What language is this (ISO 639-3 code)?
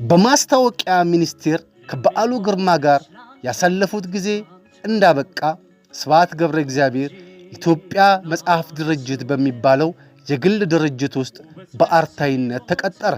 amh